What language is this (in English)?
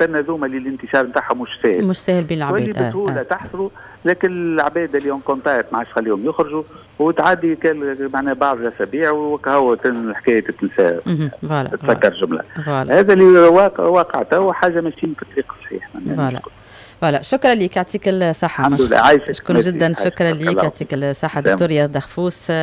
Tunisian Arabic